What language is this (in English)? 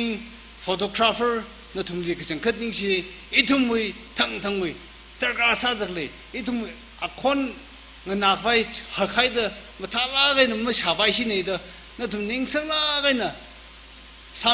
Tangkhul Naga (India)